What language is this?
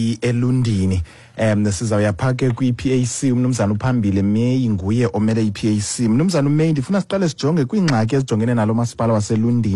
Xhosa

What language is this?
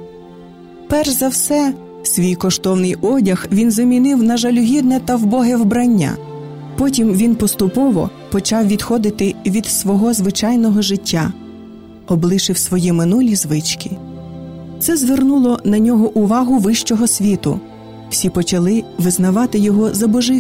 Ukrainian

